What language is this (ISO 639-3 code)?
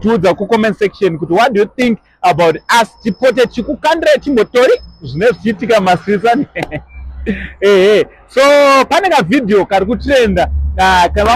sna